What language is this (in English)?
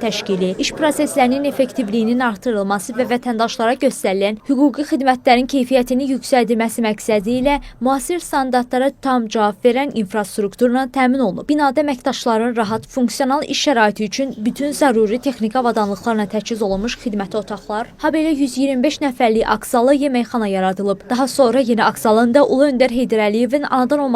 Azerbaijani